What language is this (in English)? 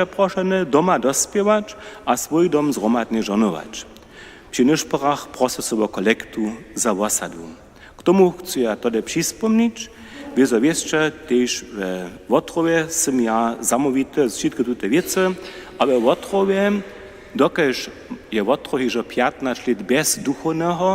Upper Sorbian